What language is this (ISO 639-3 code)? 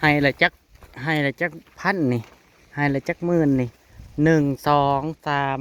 tts